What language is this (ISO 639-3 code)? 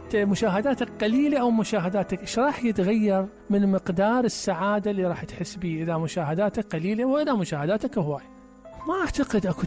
acm